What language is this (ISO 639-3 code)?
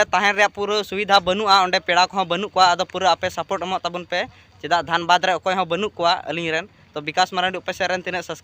sat